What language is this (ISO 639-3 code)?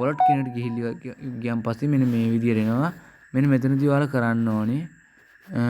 sin